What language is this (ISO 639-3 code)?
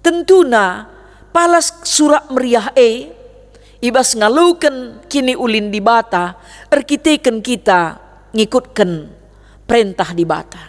btx